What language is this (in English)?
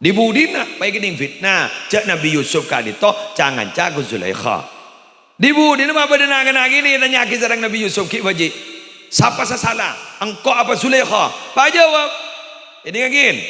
Madurese